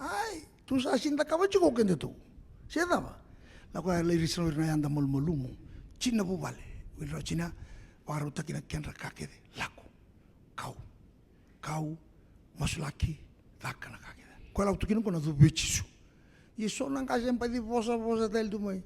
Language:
Fijian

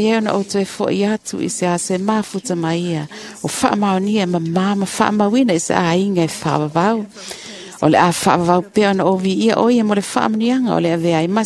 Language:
Samoan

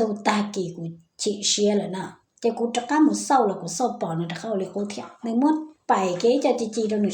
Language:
Hmong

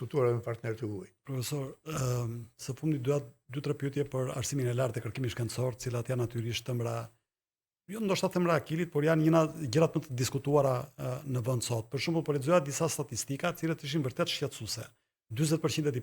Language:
Albanian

